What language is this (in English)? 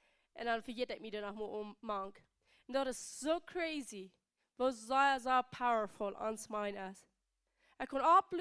Plautdietsch